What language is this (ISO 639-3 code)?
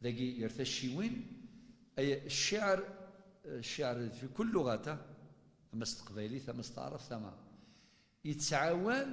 kab